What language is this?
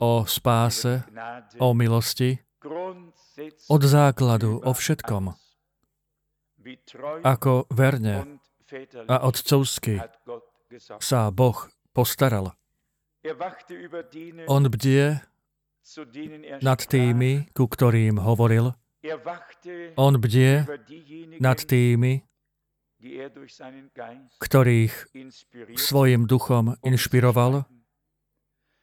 Slovak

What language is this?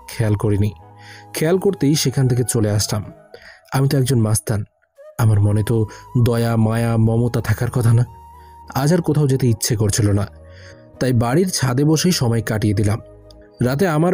Bangla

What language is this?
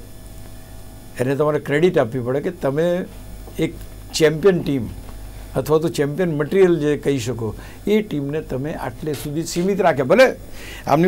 Gujarati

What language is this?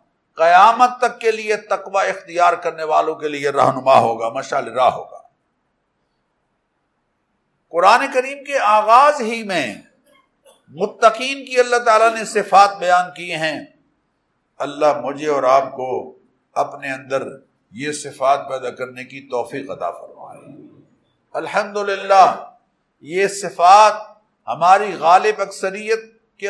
Urdu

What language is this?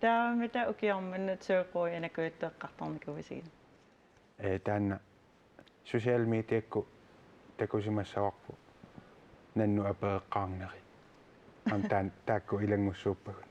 Kalaallisut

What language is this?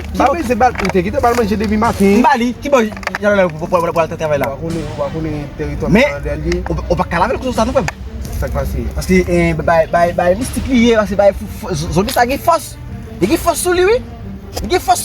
Haitian Creole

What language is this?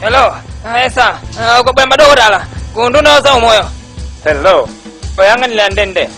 Nyanja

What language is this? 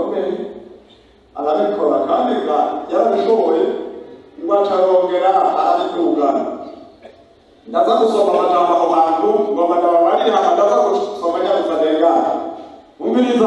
Rundi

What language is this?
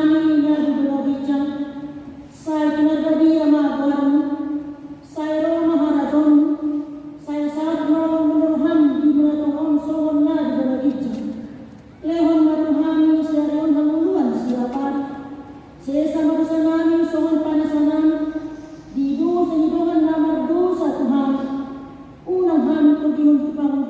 Batak Toba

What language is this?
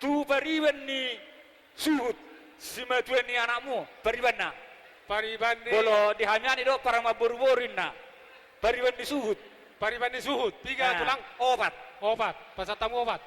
Batak Toba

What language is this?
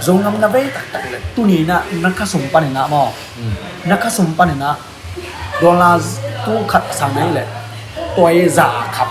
Tedim Chin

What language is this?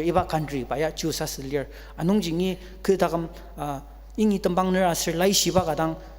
Ao Naga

